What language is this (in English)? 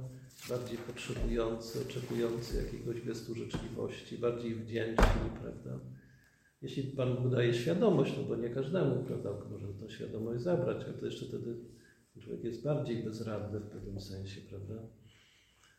Polish